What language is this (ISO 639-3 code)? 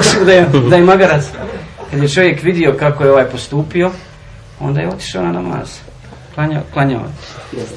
bos